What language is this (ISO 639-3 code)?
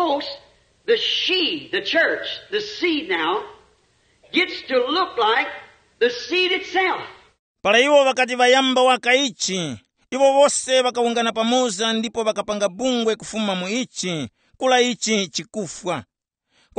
tum